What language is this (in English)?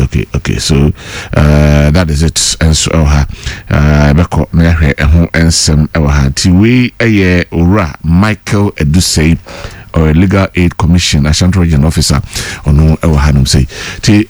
Akan